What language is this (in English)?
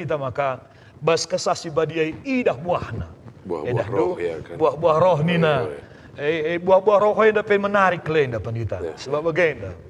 Batak Karo